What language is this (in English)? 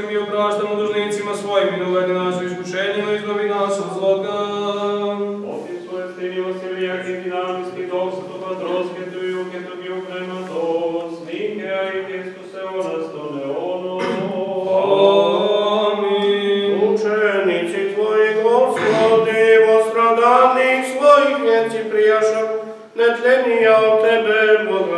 Serbian